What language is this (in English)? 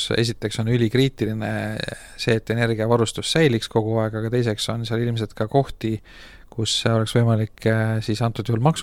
Estonian